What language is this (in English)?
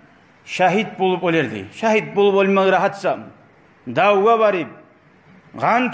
Kumyk